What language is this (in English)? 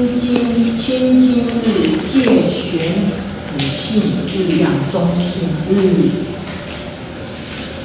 Chinese